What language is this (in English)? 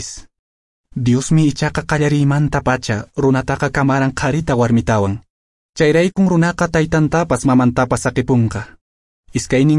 Quechua